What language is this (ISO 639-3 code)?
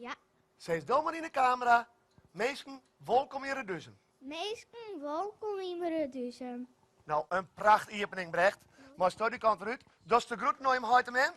fry